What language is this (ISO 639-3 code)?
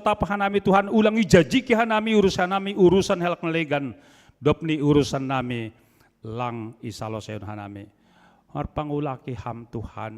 bts